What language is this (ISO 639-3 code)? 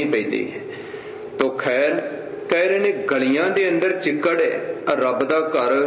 pan